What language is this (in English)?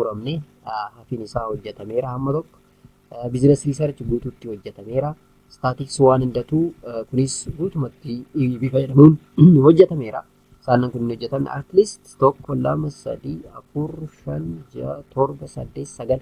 Oromo